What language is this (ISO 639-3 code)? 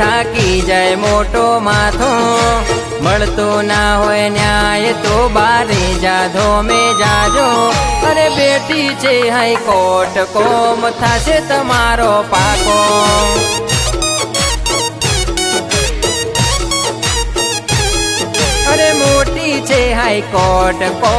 guj